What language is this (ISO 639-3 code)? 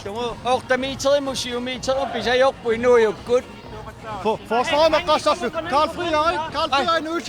kal